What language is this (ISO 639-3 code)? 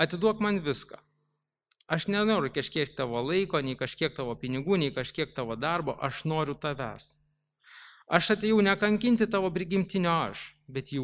lit